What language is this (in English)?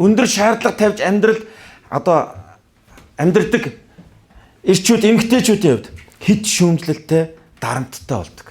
Mongolian